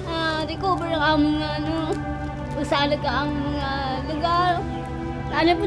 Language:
Hiligaynon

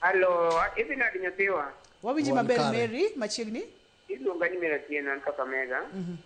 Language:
Luo (Kenya and Tanzania)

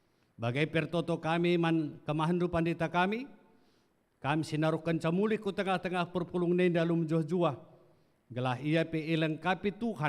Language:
Batak Karo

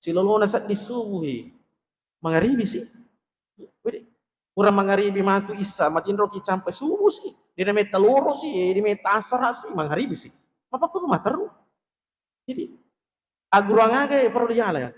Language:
Buginese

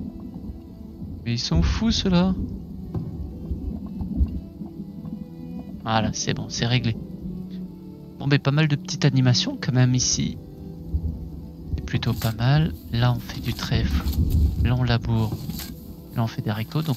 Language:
French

